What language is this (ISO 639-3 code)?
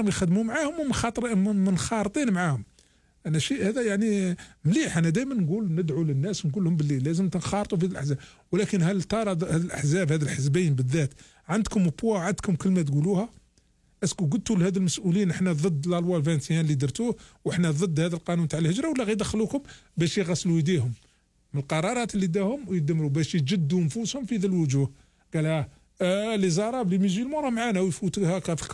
arq